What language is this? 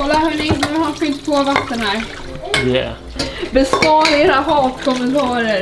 Swedish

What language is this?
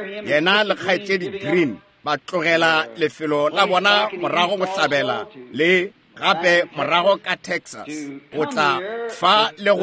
Northern Sotho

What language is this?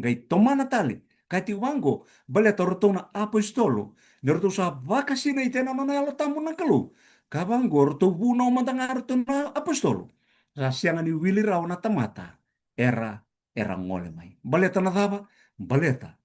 Fijian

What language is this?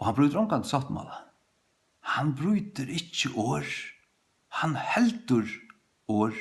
Faroese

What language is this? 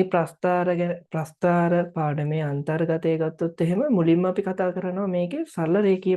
Sinhala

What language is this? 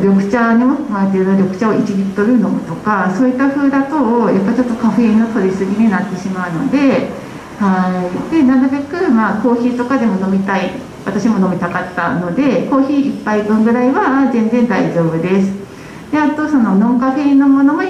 Japanese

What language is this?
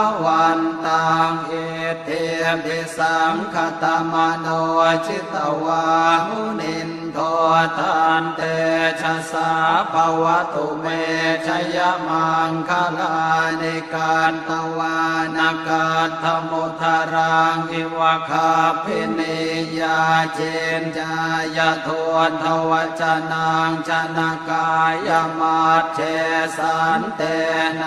Pali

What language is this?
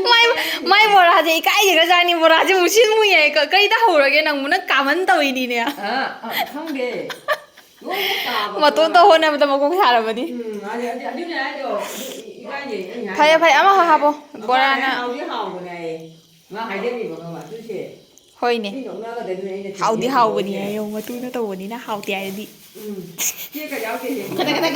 Manipuri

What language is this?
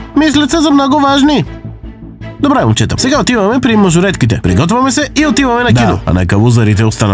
Bulgarian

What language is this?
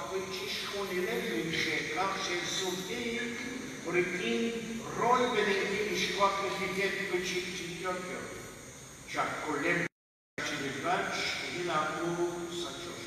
Kekchí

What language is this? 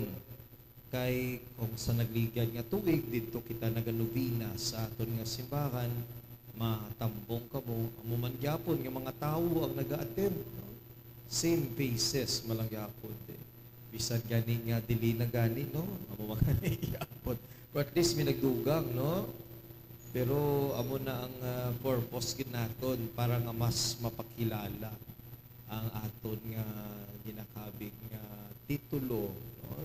Hiligaynon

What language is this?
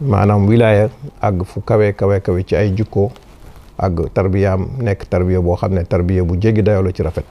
Wolof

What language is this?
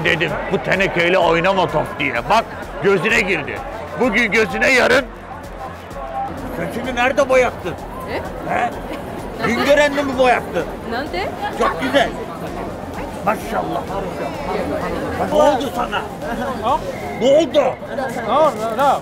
Turkish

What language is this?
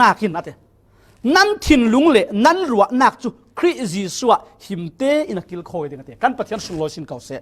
Falam Chin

